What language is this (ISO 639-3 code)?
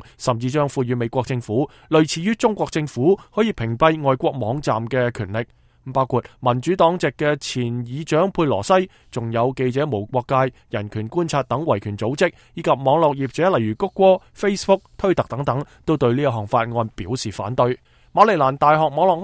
yue